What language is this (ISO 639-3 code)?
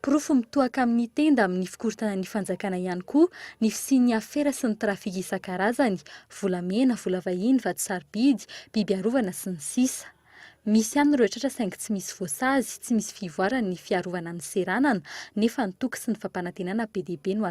mlg